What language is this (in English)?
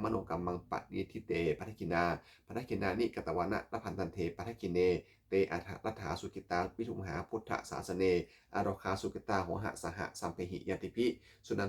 Pali